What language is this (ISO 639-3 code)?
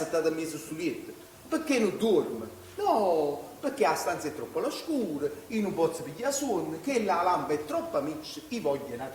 nap